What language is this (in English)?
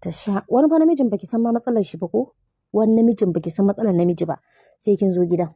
Hausa